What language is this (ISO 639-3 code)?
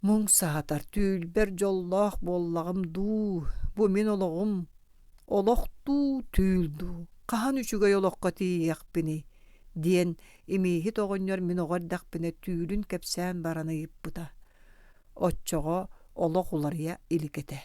sah